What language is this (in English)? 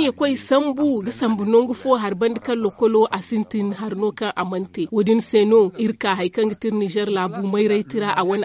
Zarma